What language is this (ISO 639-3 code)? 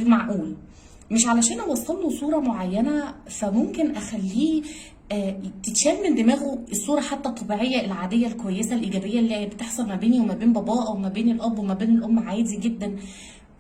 arz